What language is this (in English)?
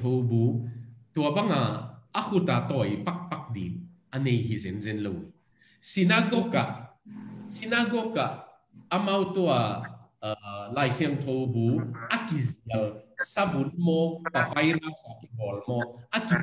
Tedim Chin